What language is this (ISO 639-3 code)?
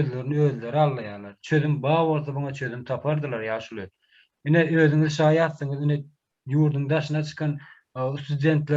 tuk